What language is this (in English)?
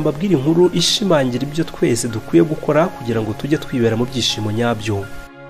Kinyarwanda